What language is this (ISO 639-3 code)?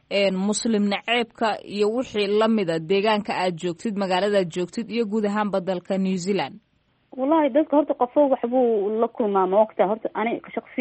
som